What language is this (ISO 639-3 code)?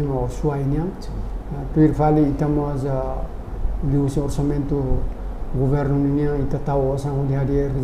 tet